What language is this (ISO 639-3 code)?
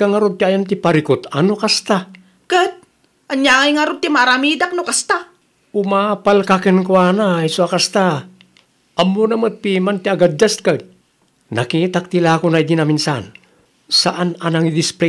ilo